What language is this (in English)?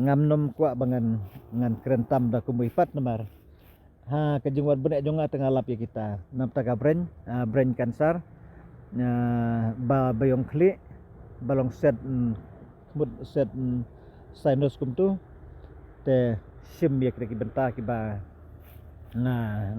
Khasi